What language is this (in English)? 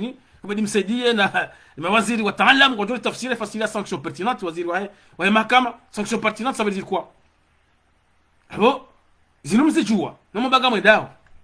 Ngazidja Comorian